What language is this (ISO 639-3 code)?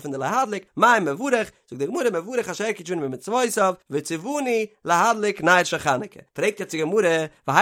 yid